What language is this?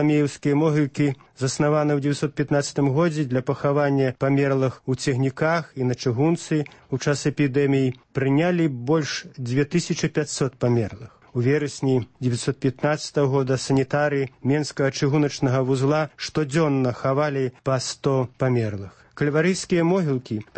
Belarusian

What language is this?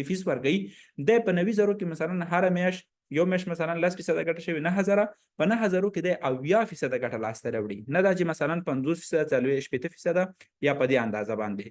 Pashto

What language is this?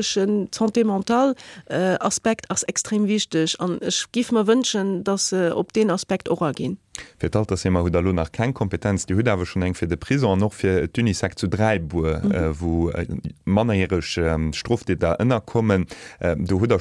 Luxembourgish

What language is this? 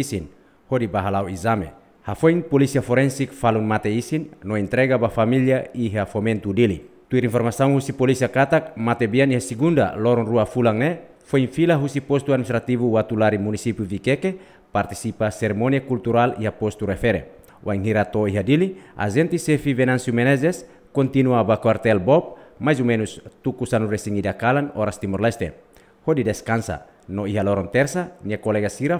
Tetum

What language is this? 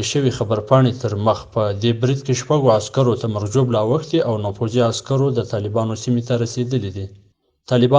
Pashto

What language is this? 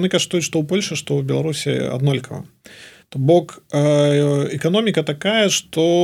Belarusian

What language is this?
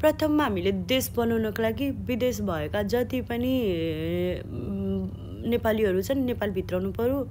Nepali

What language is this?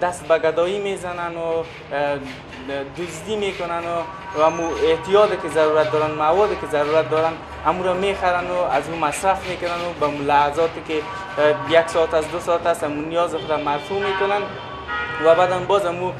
Persian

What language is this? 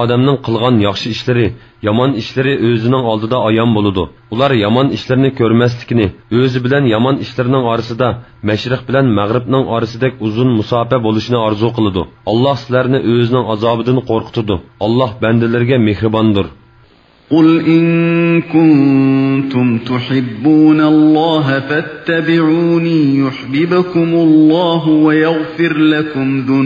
Uyghur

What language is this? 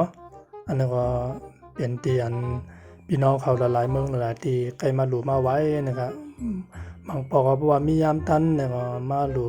Shan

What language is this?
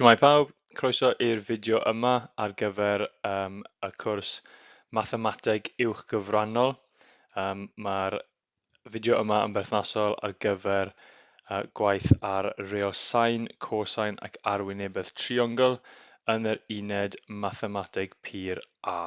Welsh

